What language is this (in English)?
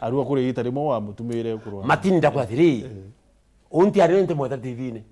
Meru